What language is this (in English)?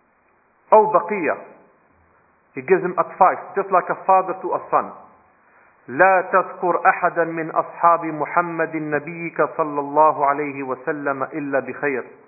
English